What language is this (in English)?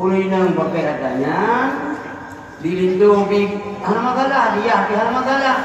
Achinese